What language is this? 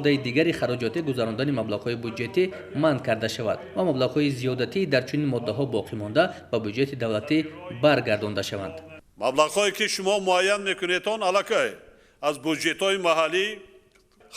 Tajik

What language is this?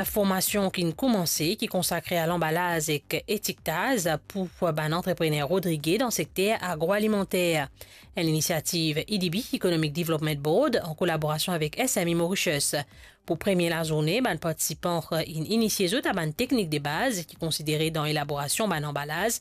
Morisyen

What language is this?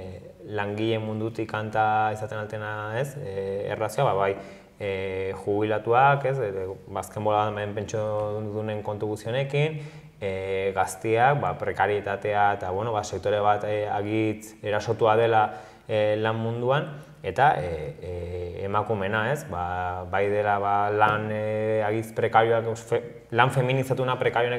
Basque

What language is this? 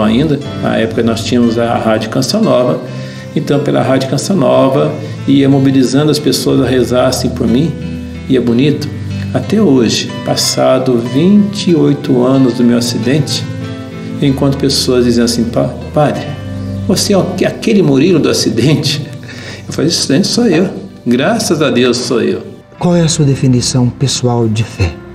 Portuguese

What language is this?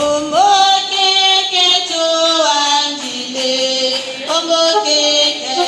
Tetela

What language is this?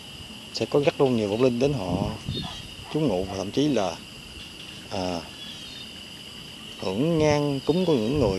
Vietnamese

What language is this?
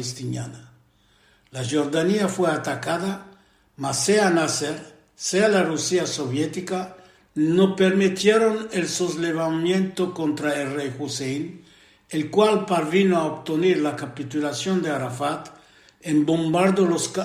Ladino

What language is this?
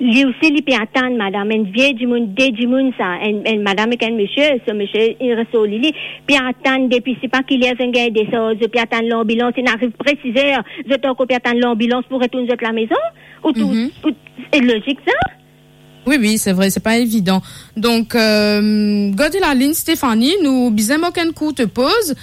Morisyen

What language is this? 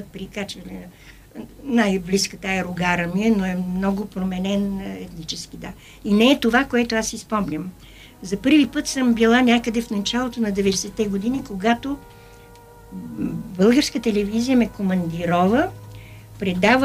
Bulgarian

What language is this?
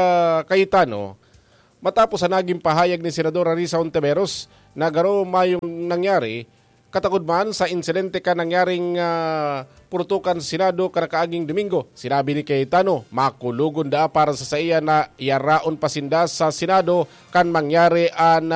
Bikol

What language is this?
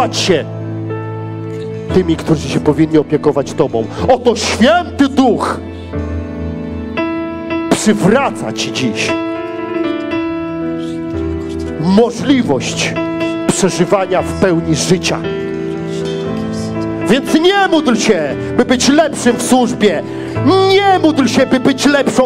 Polish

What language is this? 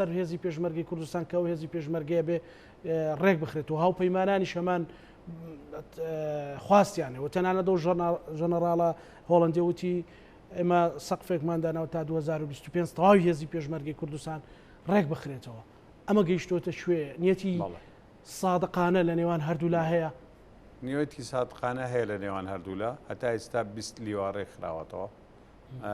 Central Kurdish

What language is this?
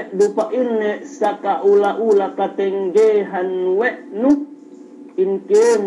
Yakan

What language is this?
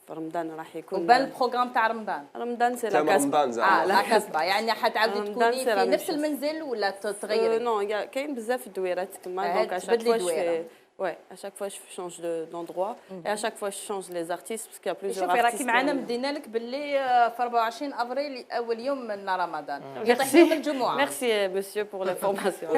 Algerian Arabic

